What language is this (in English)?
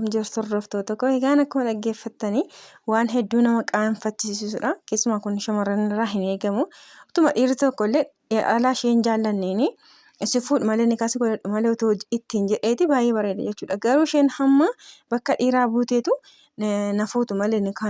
Oromo